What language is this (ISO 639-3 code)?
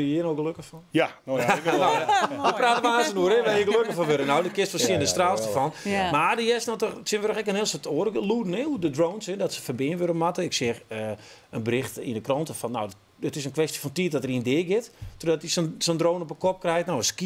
fry